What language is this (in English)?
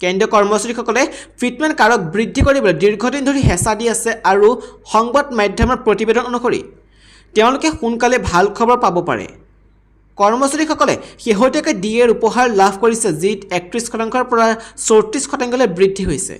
Assamese